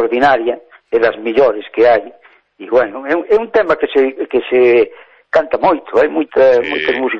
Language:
Galician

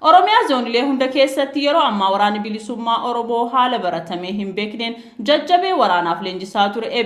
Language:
Oromo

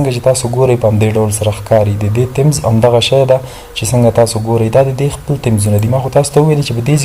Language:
Pashto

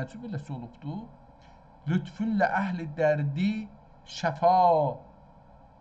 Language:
South Azerbaijani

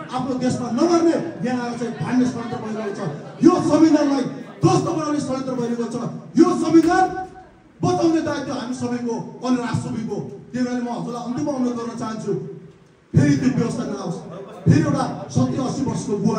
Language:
Nepali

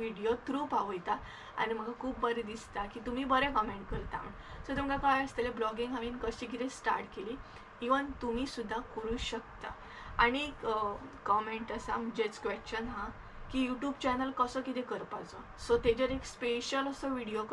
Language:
Konkani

